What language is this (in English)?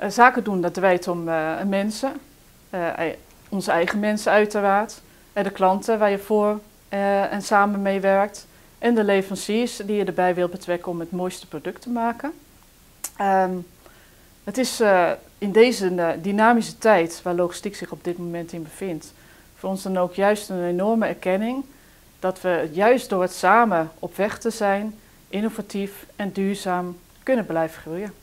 Dutch